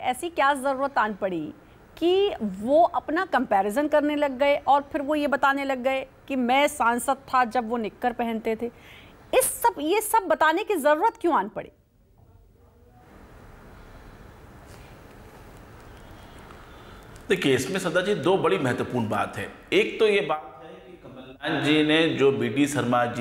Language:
Hindi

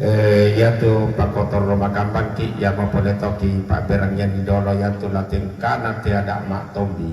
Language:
Toraja-Sa'dan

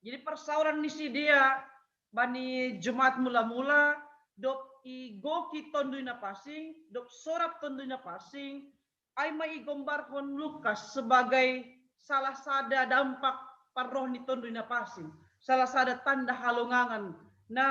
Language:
Batak Simalungun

